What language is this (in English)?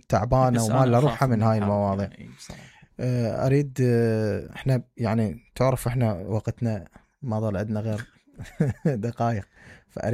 Mesopotamian Arabic